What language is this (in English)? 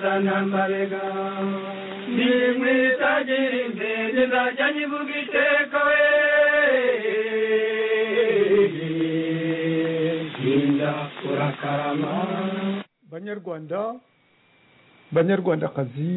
Kinyarwanda